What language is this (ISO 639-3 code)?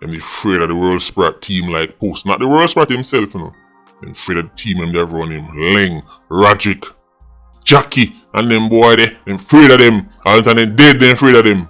jam